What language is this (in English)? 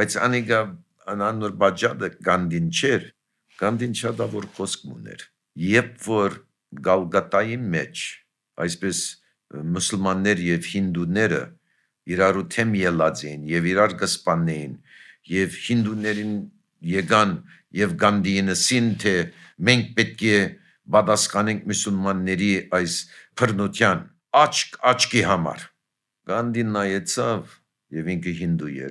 Armenian